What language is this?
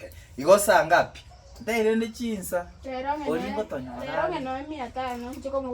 Gusii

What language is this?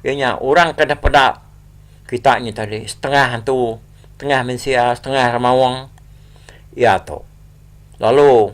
Iban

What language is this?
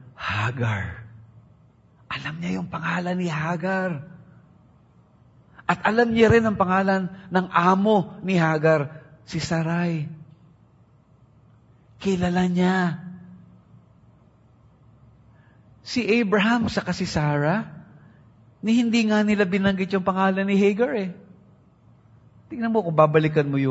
Filipino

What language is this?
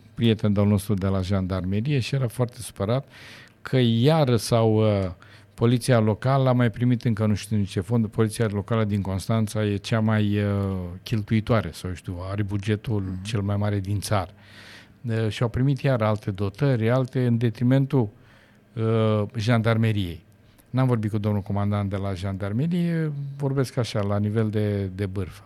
Romanian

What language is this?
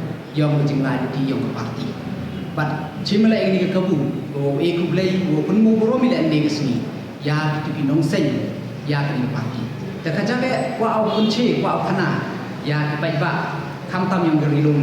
Pnar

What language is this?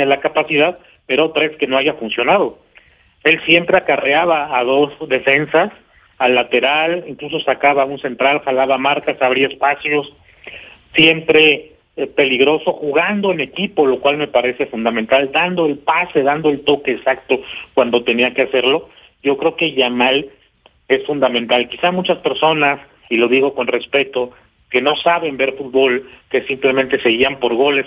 Spanish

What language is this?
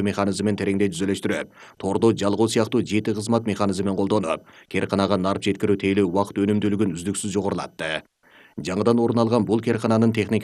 Kyrgyz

